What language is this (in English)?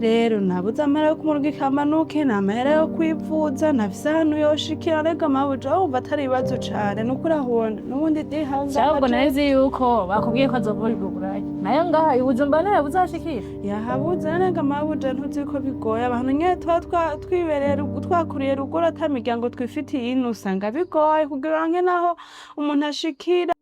Rundi